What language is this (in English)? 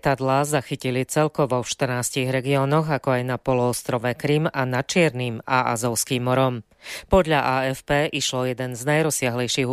Slovak